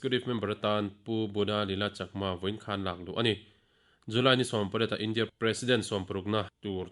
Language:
Mizo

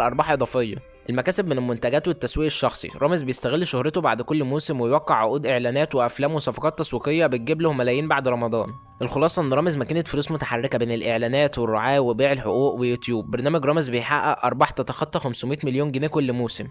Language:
Egyptian Arabic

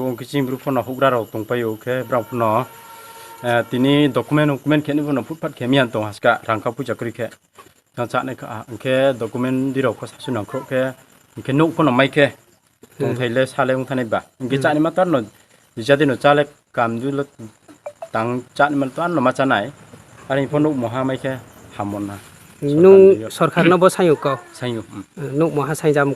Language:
Riang (India)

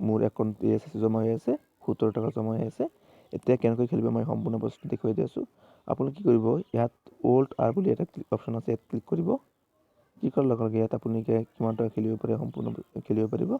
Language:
Assamese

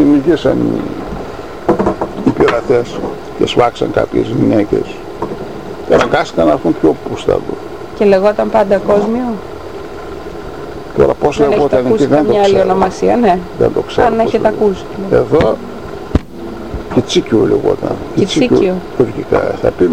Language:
Greek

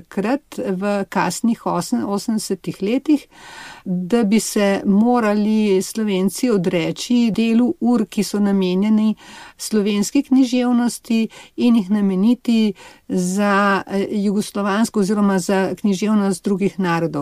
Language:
Slovenian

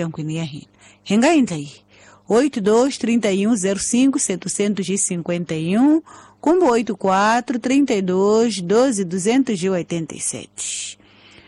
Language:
Tsonga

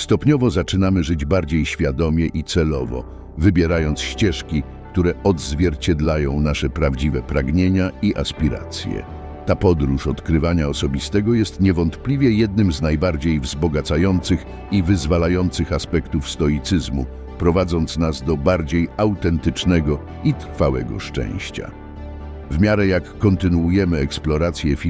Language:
Polish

